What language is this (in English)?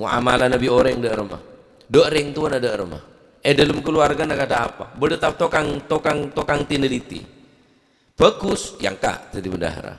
Madurese